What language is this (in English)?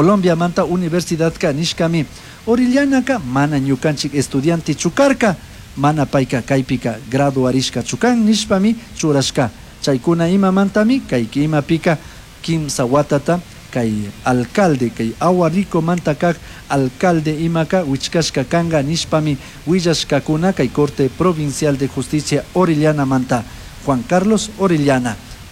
Chimborazo Highland Quichua